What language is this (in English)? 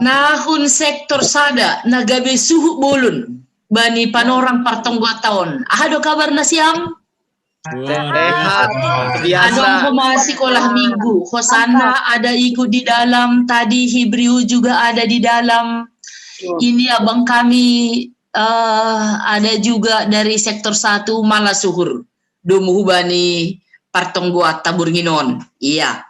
Batak Simalungun